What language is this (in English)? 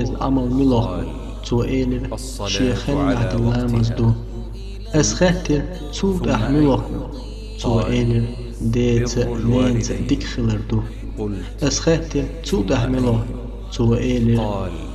Chechen